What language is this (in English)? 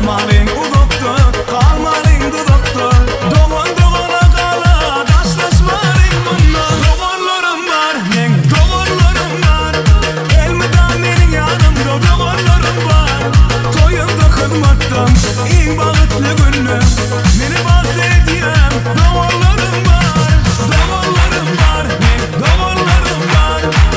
Turkmen